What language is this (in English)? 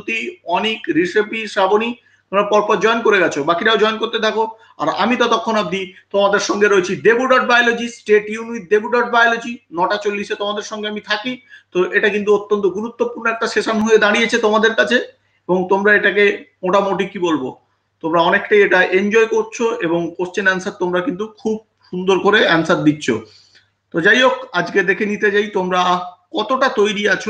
Bangla